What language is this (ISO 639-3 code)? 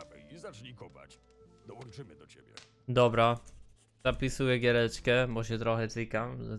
pol